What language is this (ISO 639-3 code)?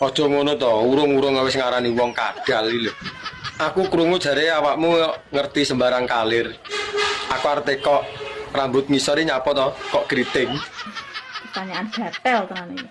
jav